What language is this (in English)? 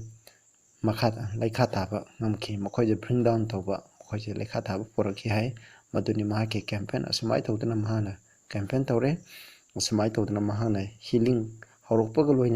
Manipuri